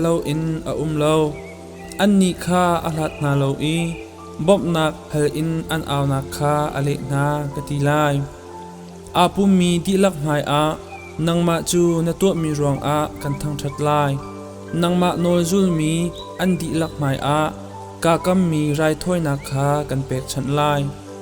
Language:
Hakha Chin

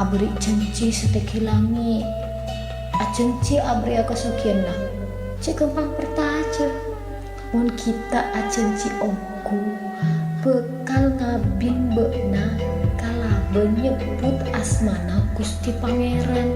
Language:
Madurese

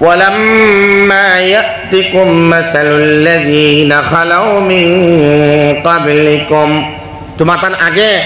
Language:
Sylheti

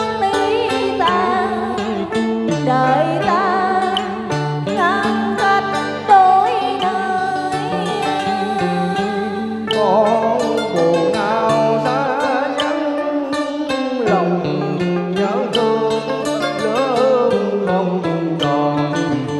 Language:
Vietnamese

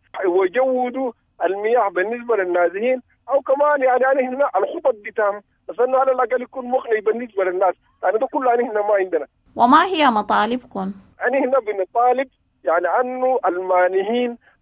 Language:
Sudanese Arabic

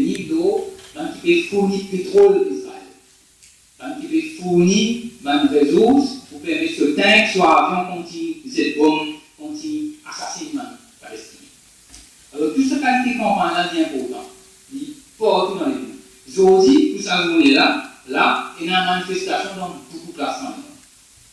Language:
Morisyen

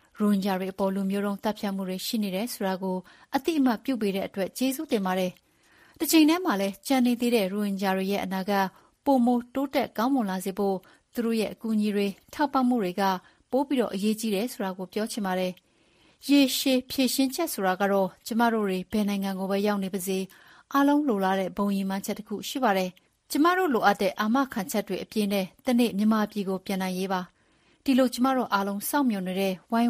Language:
Burmese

